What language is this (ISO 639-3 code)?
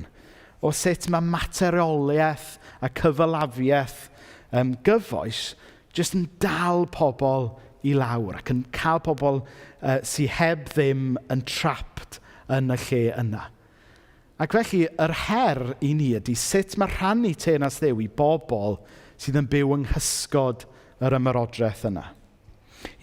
cym